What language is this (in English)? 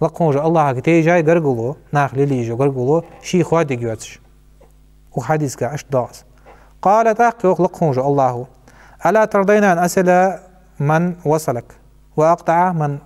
Ingush